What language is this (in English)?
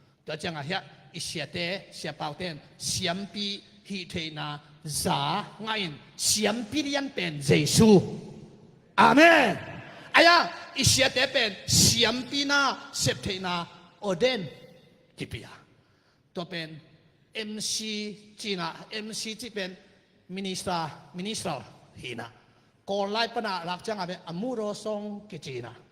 Tedim Chin